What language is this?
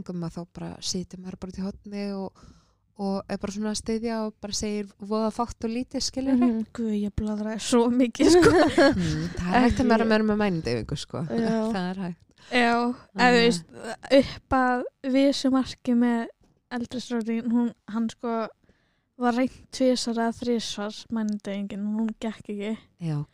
Icelandic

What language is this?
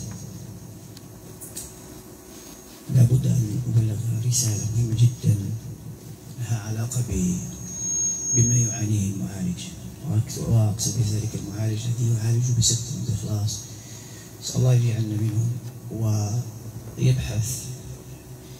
Arabic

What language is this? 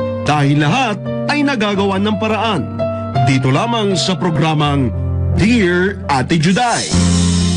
Filipino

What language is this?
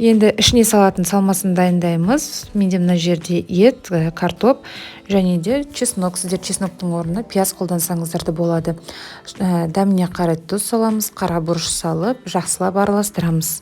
Kazakh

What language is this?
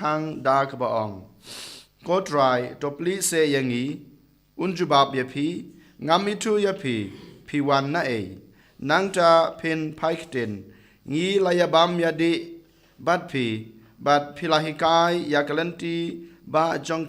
Khasi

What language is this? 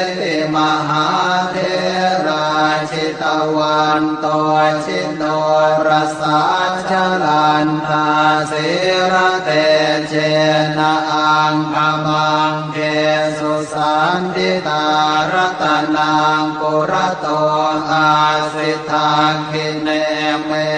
Pali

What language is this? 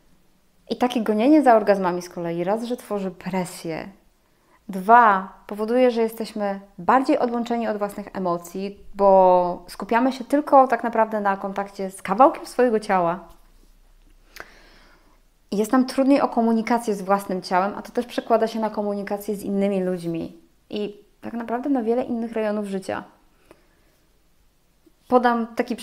Polish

